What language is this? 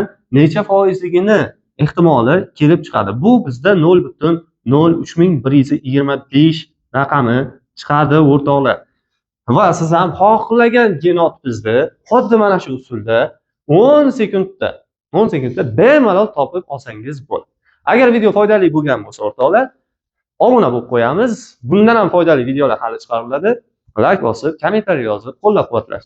Uzbek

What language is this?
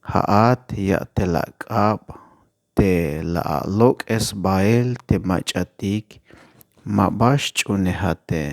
Tzeltal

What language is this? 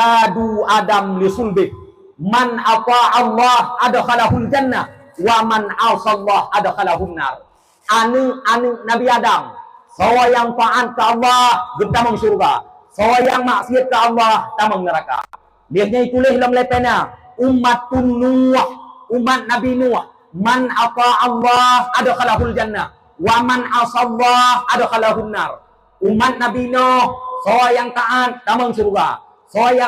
Achinese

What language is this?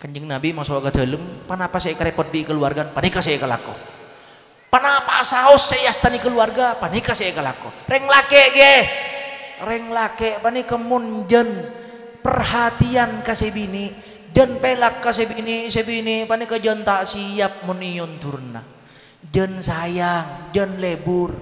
Madurese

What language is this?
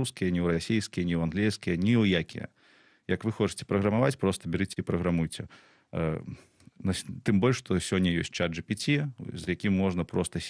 Belarusian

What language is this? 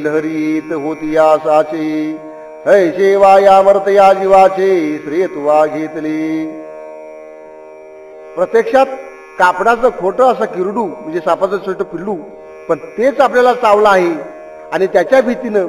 Marathi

